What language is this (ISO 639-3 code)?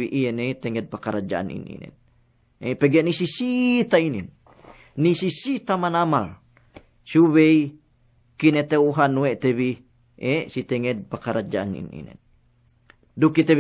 yka